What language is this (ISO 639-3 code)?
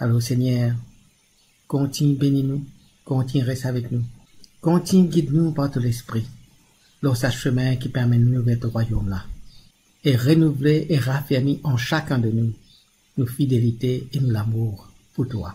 mfe